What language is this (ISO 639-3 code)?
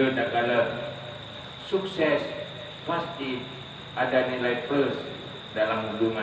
ace